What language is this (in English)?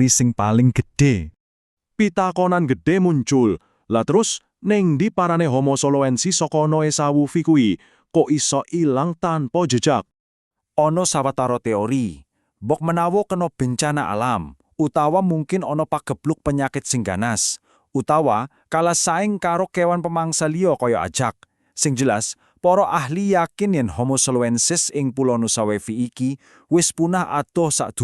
Javanese